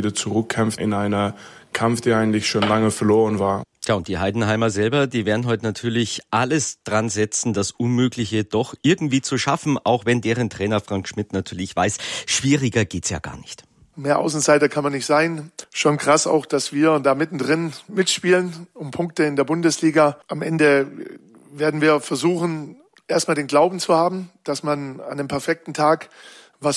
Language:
German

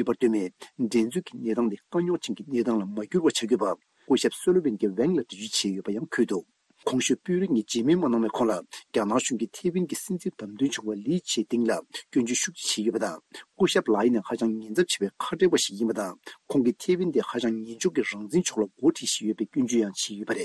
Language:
Tibetan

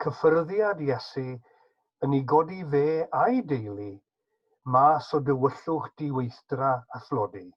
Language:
Welsh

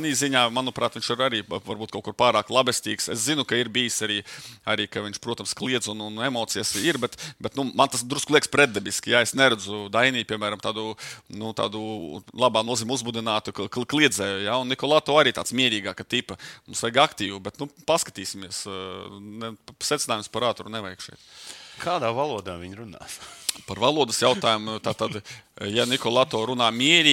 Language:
Latvian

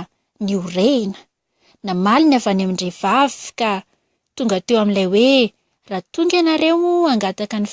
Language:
Malagasy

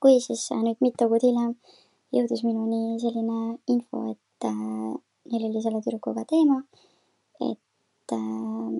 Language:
Estonian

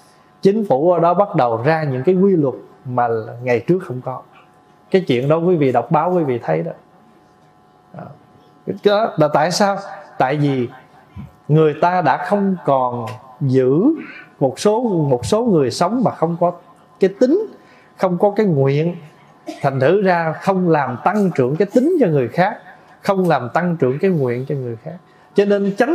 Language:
Vietnamese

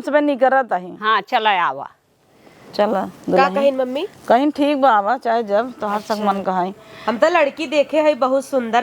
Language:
Awadhi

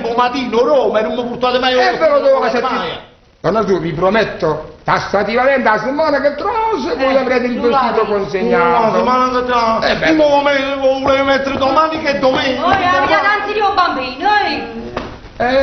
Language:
Neapolitan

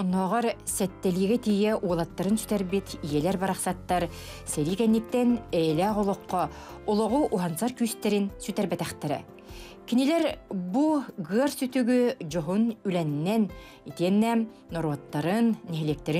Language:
Yakut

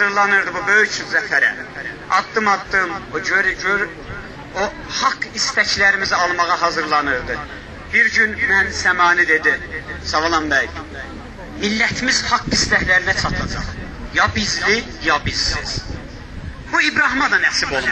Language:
South Azerbaijani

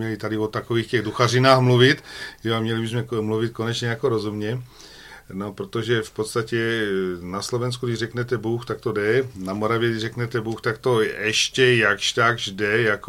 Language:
Czech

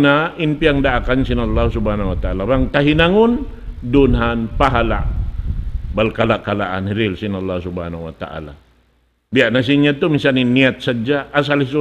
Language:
Tausug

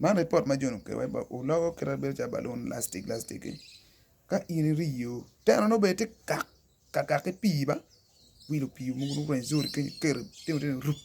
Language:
Acoli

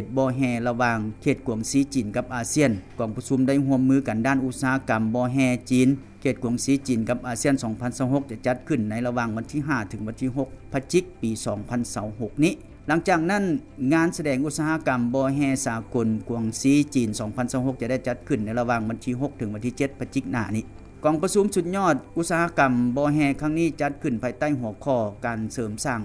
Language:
Lao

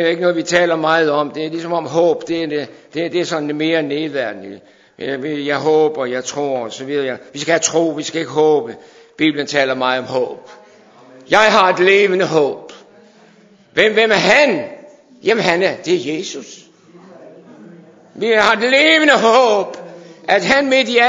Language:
Danish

